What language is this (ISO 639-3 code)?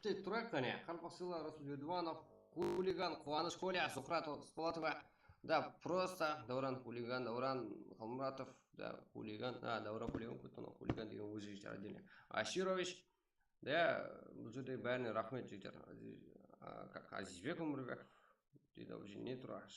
kaa